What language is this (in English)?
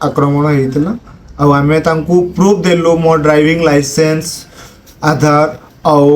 Odia